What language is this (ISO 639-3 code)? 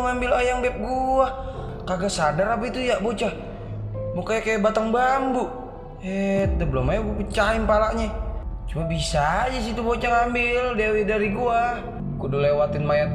bew